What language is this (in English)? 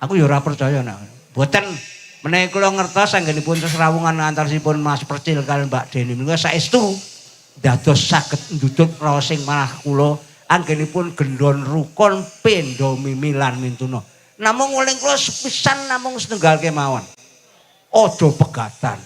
Javanese